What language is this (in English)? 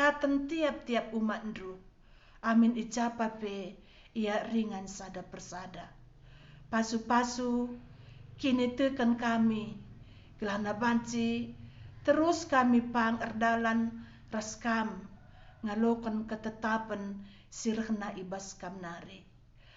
Batak Karo